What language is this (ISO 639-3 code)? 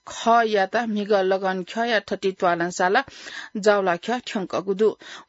new